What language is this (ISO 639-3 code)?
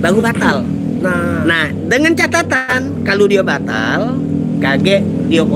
mui